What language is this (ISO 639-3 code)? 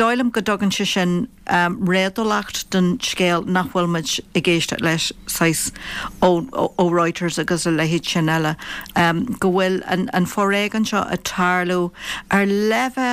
gle